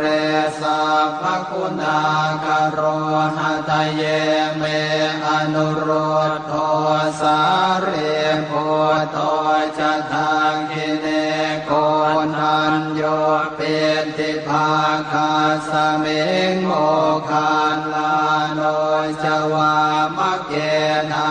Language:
Pali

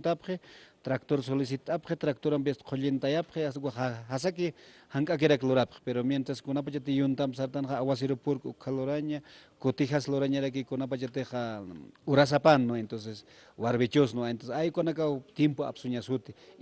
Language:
Aymara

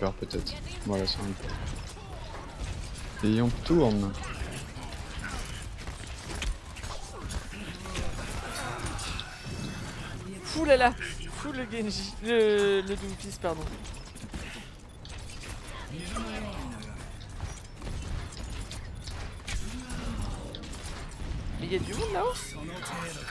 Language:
French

